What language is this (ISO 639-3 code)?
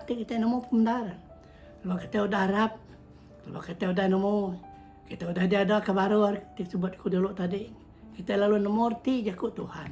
iba